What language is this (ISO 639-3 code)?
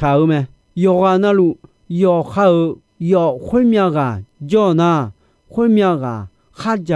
ahk